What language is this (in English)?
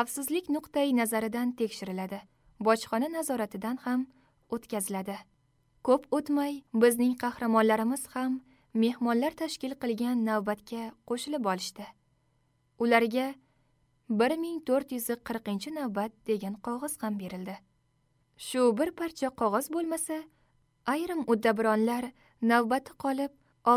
Uzbek